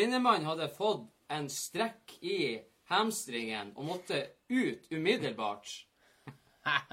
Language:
Norwegian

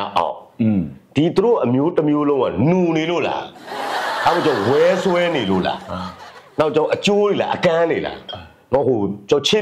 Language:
Burmese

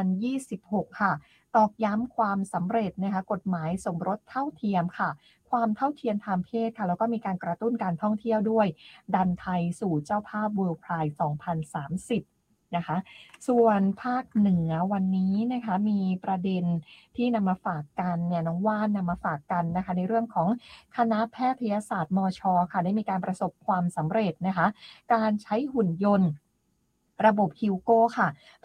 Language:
Thai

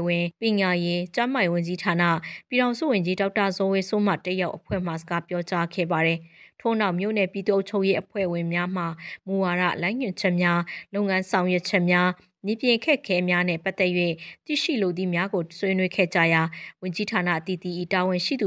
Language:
Burmese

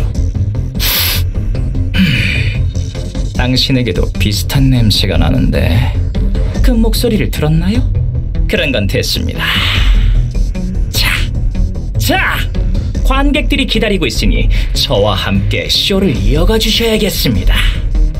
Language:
Korean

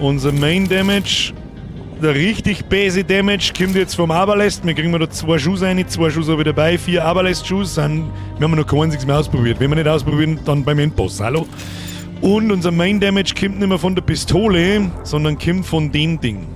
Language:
Bavarian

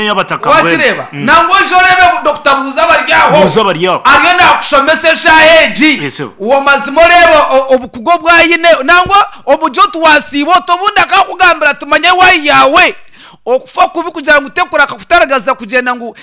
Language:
Nyankole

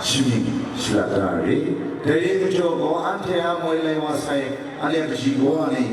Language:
Kachin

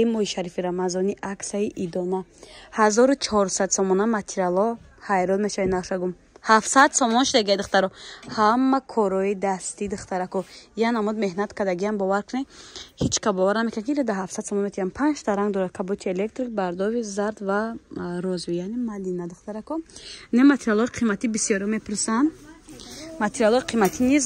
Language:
Tajik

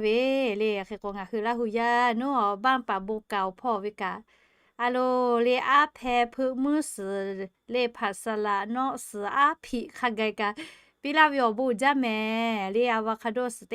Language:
Lahu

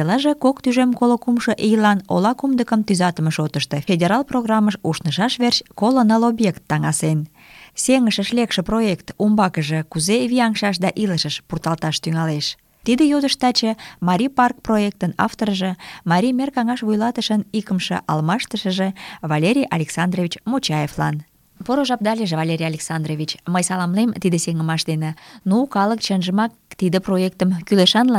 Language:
Mari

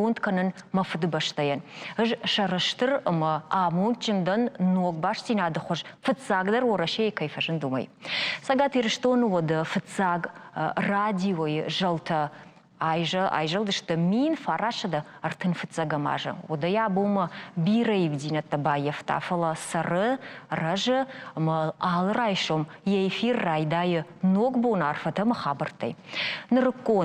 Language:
Ossetic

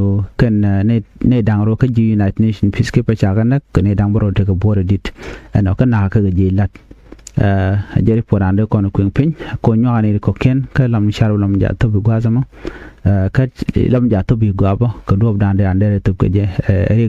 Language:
Nuer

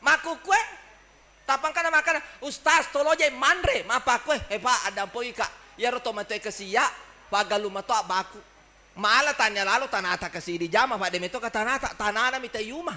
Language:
Buginese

